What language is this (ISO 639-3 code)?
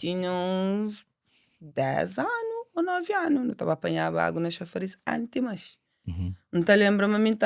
kea